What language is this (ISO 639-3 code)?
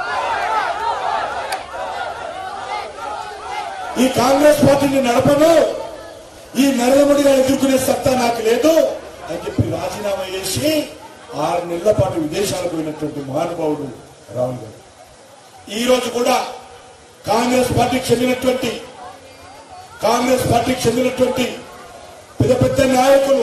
tel